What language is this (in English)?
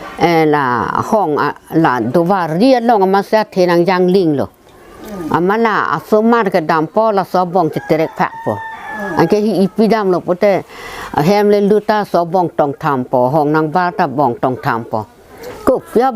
Karbi